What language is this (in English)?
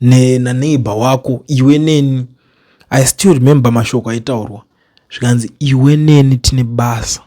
Shona